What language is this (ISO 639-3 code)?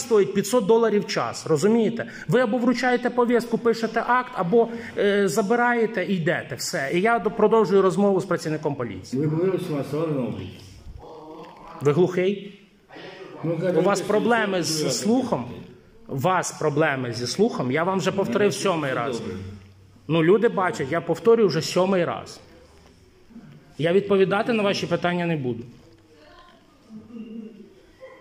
ukr